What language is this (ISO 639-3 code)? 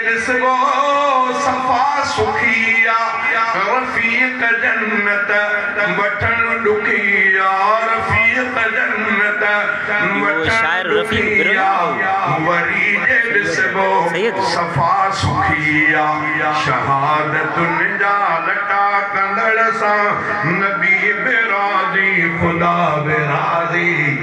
snd